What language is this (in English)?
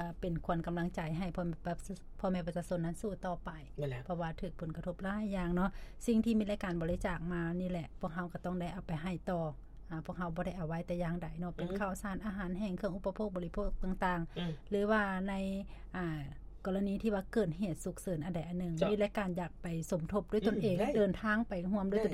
Lao